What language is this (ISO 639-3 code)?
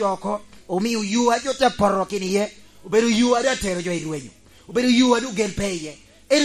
laj